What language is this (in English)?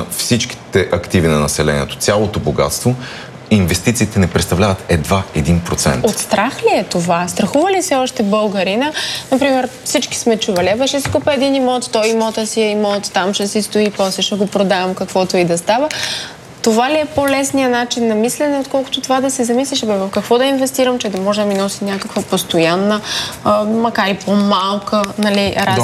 Bulgarian